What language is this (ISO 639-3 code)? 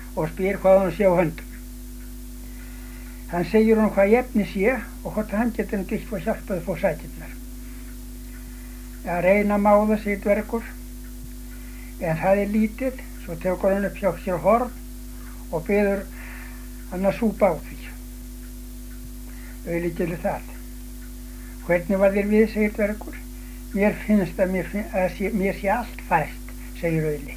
isl